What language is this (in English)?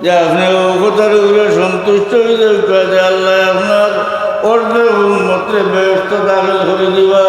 Sylheti